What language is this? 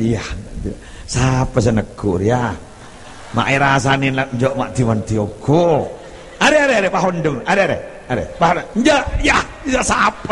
Madurese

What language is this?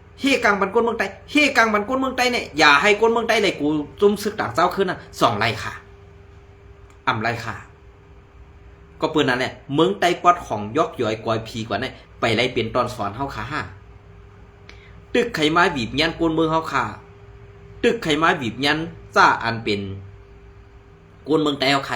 Shan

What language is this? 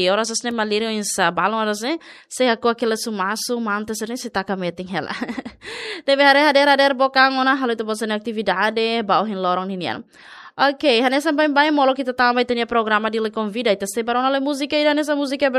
Tetum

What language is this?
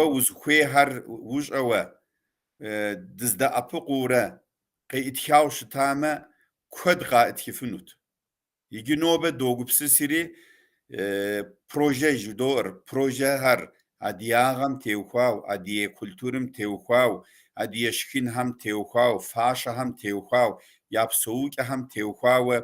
Kabardian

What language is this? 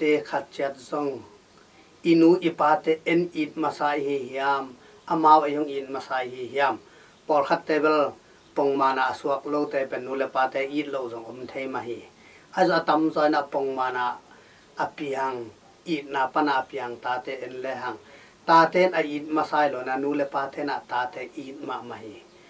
Tedim Chin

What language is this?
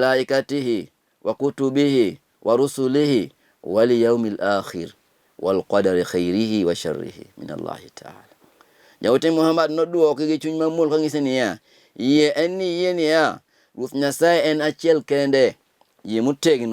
Luo (Kenya and Tanzania)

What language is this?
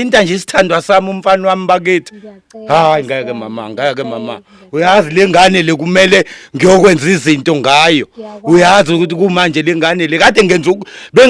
Zulu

